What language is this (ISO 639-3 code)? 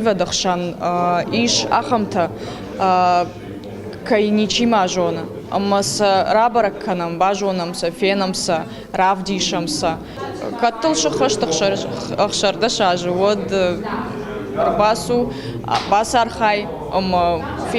oss